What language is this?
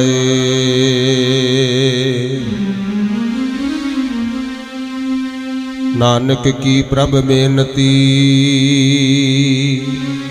Punjabi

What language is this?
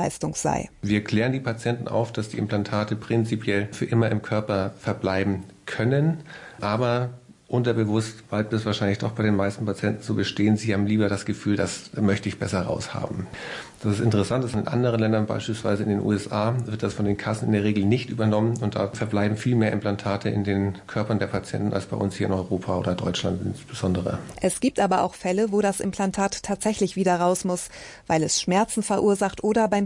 German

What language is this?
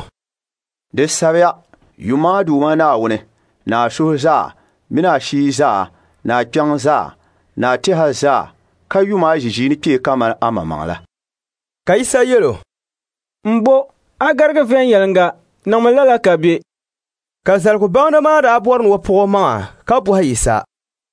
Dagbani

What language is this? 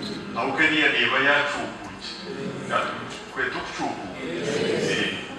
Nyankole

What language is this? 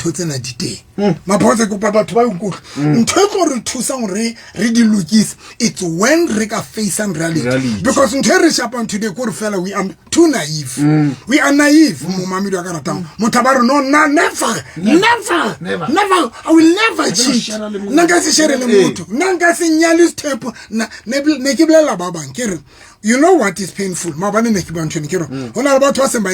Southern Sotho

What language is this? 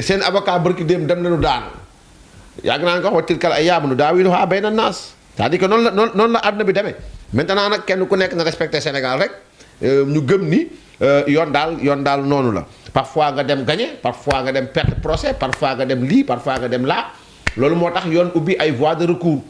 Wolof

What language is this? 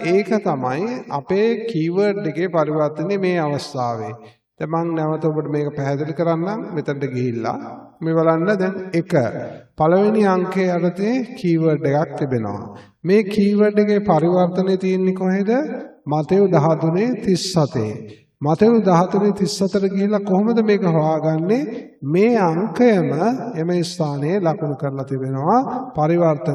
Sinhala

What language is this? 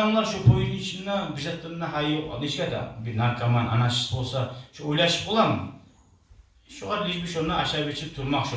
Kumyk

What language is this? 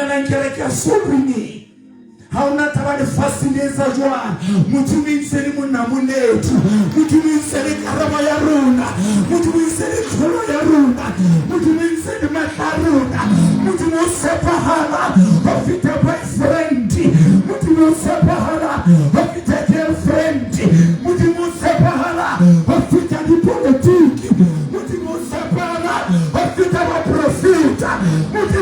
Southern Sotho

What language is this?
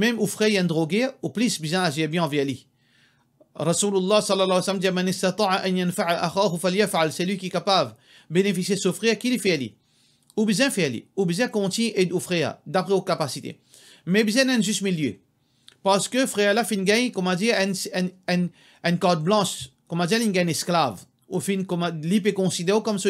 Morisyen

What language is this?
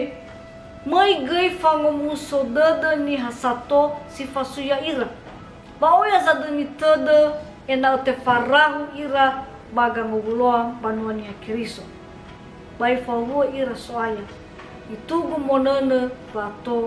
Nias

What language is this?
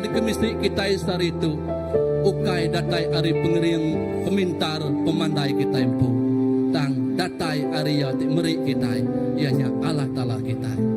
Iban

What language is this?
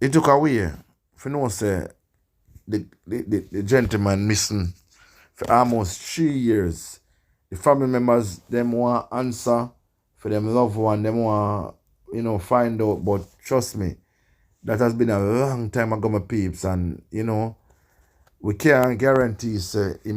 Jamaican Creole English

